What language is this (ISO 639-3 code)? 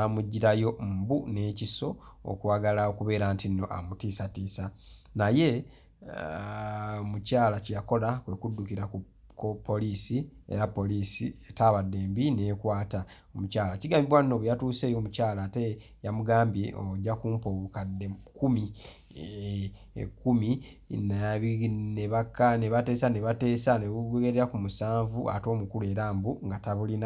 lug